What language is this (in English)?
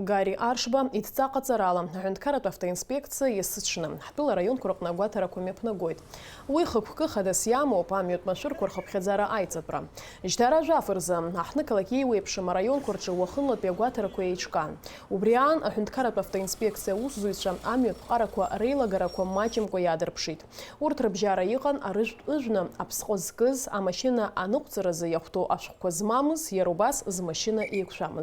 Abkhazian